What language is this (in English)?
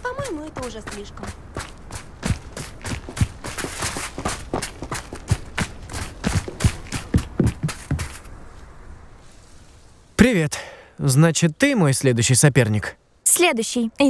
Russian